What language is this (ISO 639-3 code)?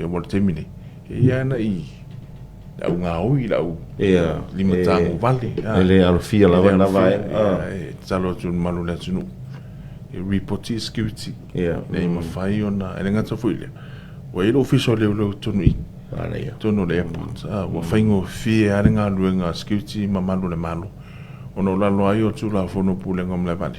smo